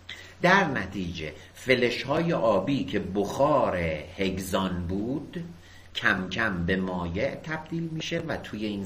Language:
Persian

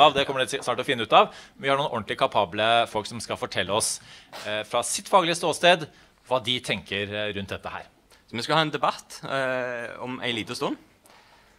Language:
Norwegian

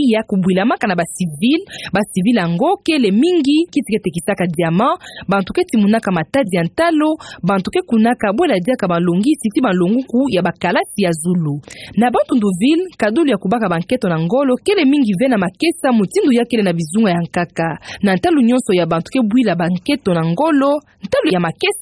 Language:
Kituba (Democratic Republic of Congo)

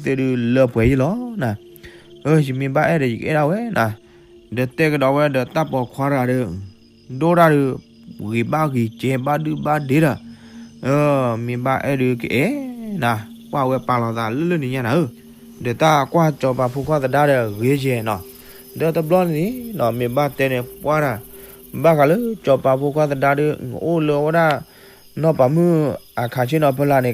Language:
S'gaw Karen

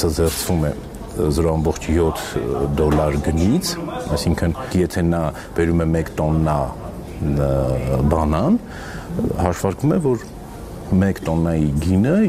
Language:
Armenian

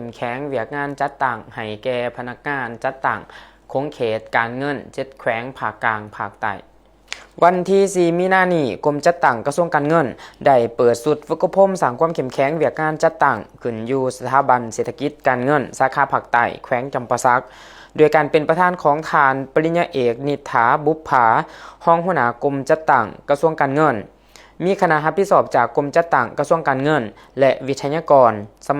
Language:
Lao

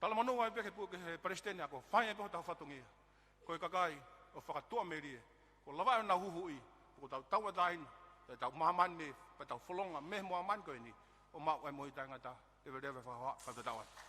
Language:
Tongan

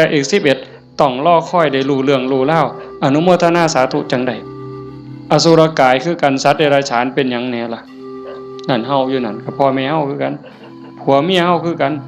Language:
Northeastern Thai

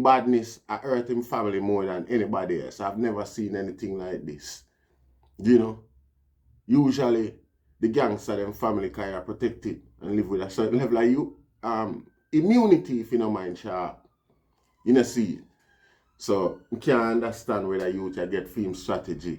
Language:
Jamaican Creole English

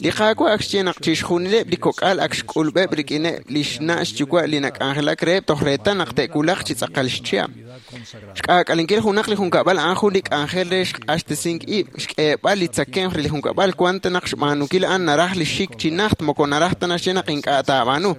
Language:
Kekchí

